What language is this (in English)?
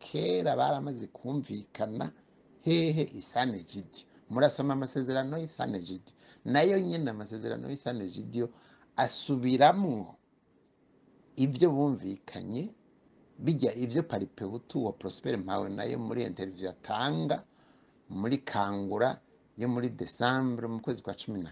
Rundi